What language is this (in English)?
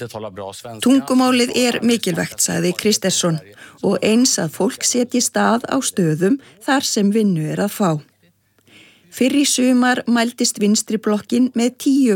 Icelandic